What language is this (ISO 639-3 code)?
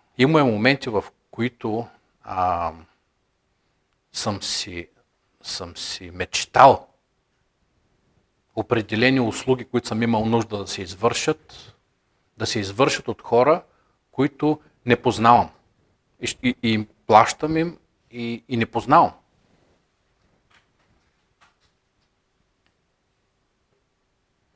bul